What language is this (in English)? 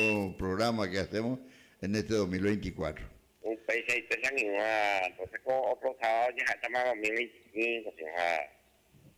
Guarani